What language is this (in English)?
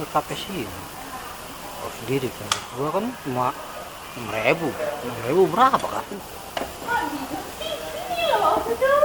Betawi